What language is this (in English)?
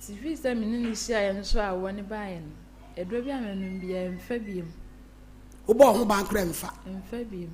Akan